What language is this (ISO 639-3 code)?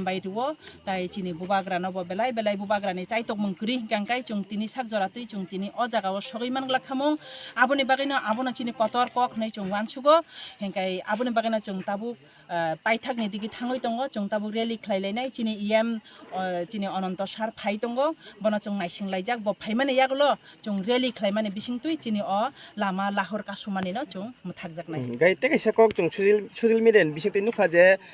trp